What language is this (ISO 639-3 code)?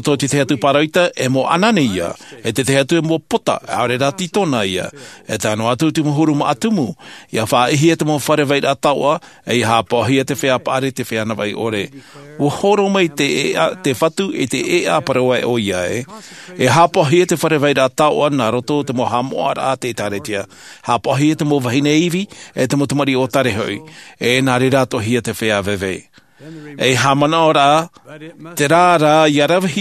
tah